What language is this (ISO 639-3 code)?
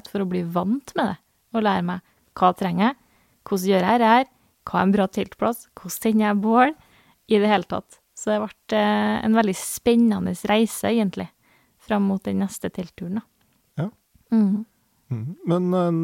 nor